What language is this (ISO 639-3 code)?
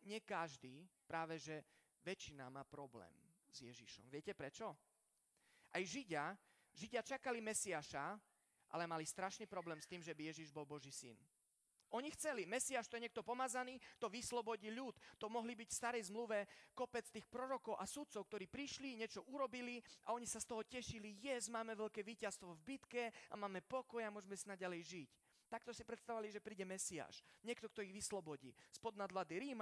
slk